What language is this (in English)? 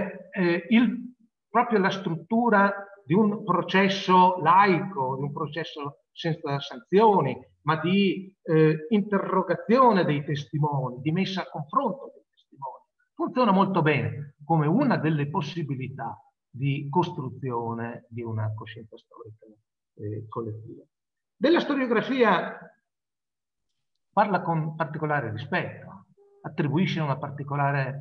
Italian